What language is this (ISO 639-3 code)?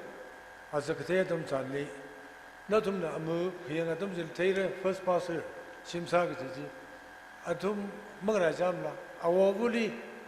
nmf